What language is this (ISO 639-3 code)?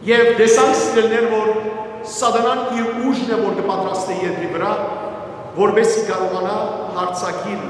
hyw